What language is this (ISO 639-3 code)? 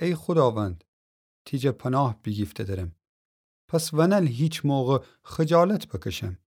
glk